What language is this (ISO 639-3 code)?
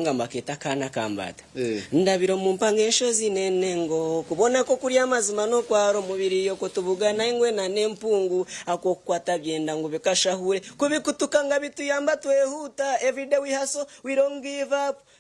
nyn